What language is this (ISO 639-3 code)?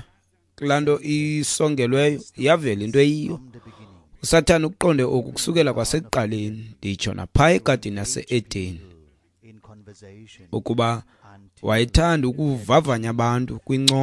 xho